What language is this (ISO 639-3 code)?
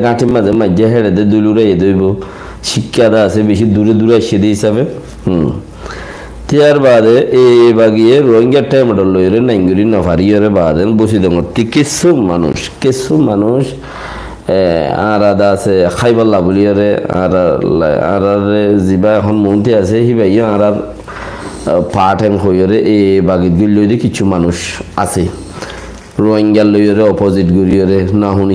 rhg